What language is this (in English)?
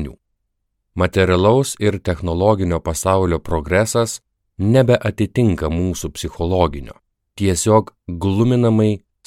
Lithuanian